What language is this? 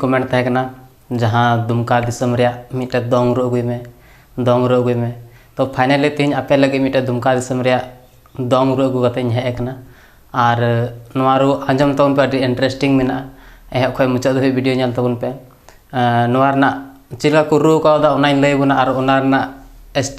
Santali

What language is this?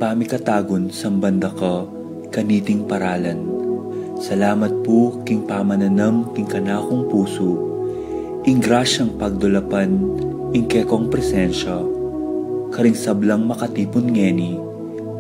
Pampanga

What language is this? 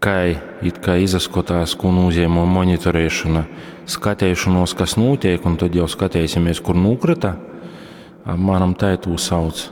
Latgalian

